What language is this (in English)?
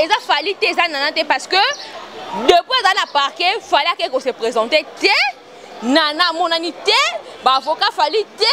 Lingala